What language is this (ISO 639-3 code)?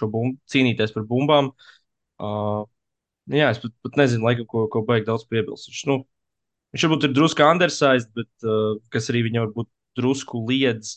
lav